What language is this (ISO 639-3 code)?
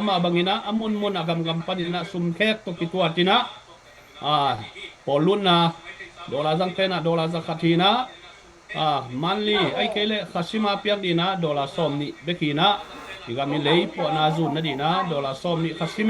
ctd